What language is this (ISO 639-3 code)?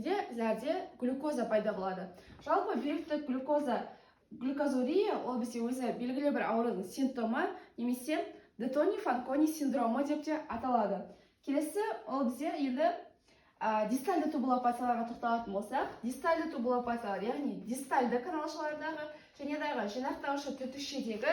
kaz